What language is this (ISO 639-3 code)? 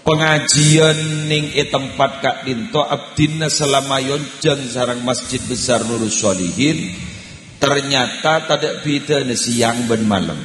mad